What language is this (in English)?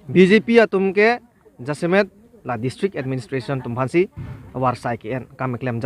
Karbi